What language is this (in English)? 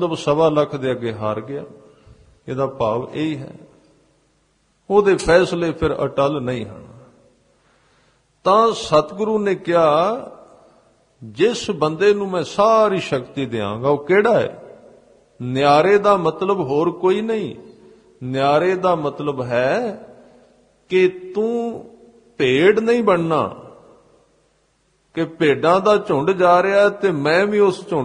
Punjabi